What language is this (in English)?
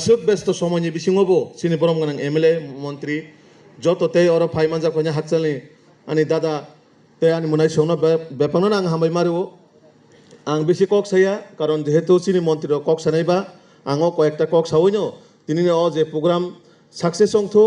Kok Borok